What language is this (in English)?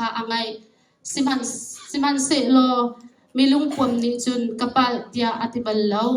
Hakha Chin